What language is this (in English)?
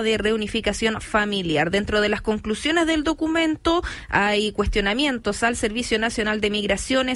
Spanish